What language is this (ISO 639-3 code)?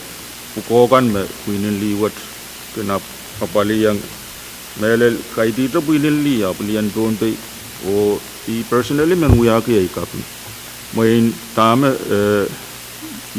pon